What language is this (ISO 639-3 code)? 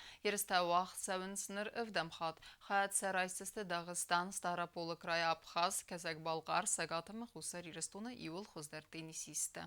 oss